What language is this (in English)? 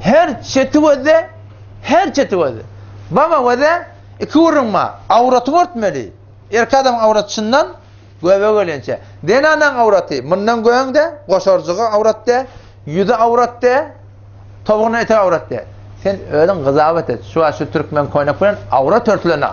Turkmen